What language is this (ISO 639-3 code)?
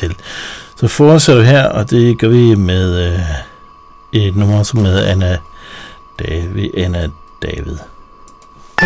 dan